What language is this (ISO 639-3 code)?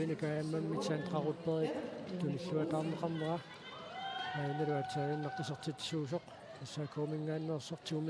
kal